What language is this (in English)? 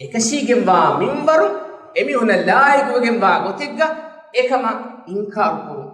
Divehi